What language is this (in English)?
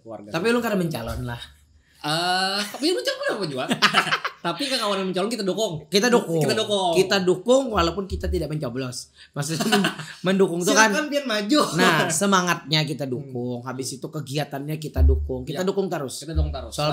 Banjar